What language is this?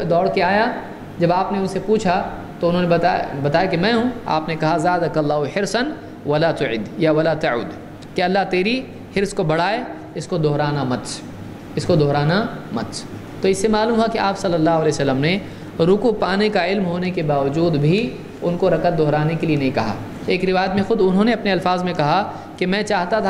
Urdu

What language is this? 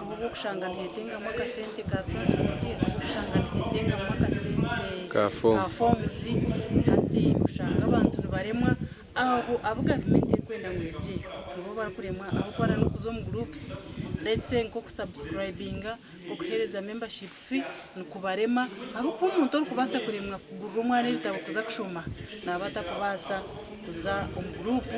Nyankole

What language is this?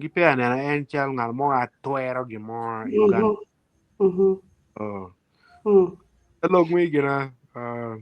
Acoli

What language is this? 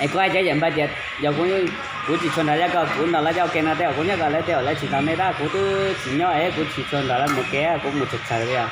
Hmong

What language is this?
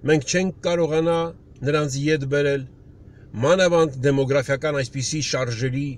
Armenian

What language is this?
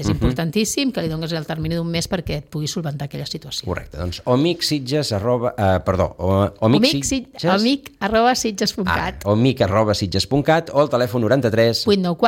Catalan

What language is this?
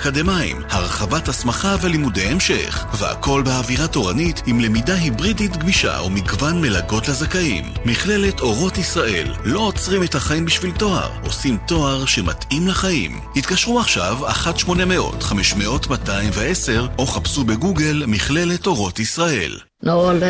Hebrew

